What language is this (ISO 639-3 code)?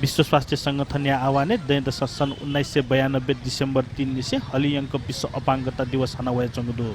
new